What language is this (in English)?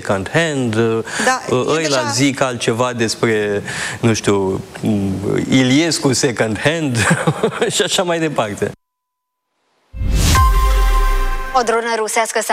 Romanian